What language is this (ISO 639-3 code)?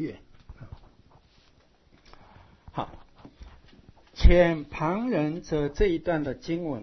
zho